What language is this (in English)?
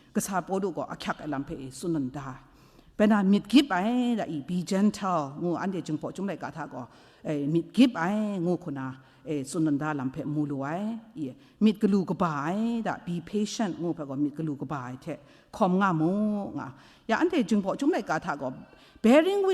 Kachin